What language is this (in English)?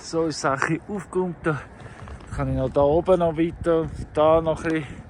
Swiss German